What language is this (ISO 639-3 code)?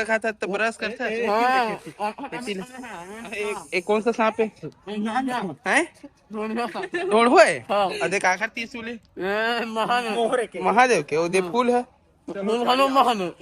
hne